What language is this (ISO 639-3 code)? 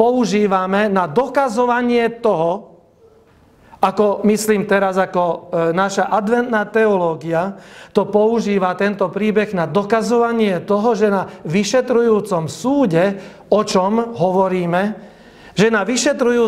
slk